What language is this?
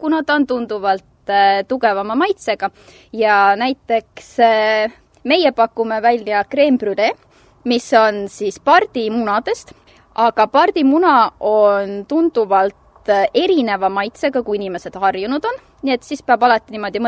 Estonian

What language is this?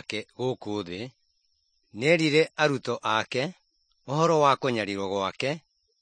Kikuyu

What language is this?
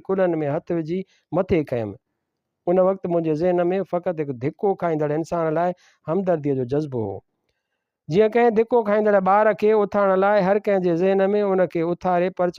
Sindhi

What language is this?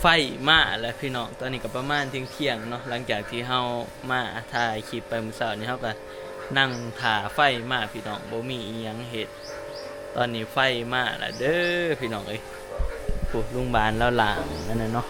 Northeastern Thai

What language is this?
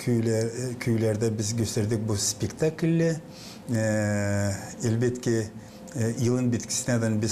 Gagauz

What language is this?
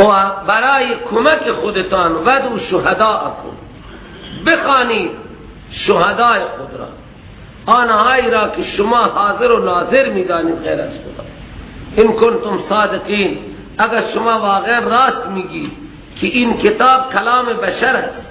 Persian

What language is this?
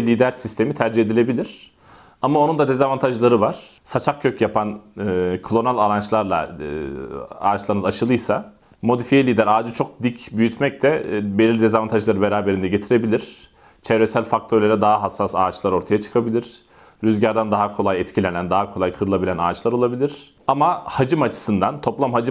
Turkish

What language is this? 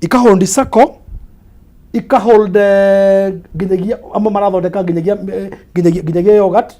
Kikuyu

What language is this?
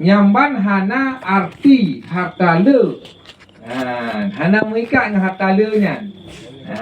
Achinese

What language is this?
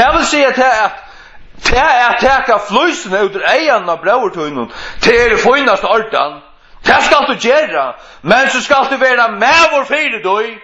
Faroese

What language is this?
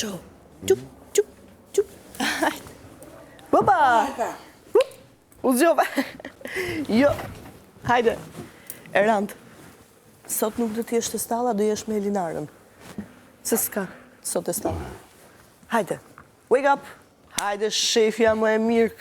Albanian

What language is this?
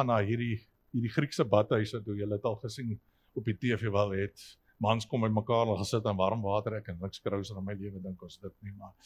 Afrikaans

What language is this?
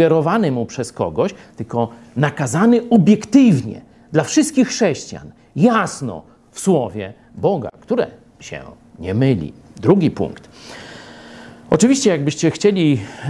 Polish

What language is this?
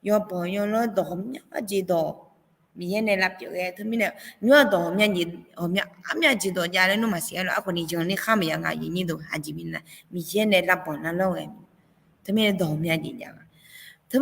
Akha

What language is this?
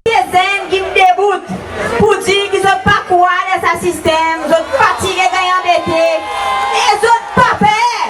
Seselwa Creole French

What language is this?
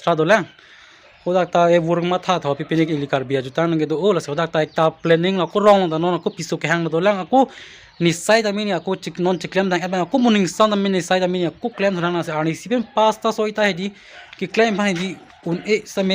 Karbi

